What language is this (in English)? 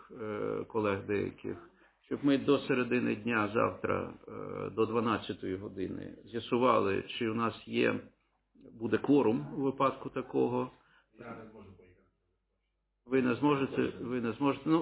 Ukrainian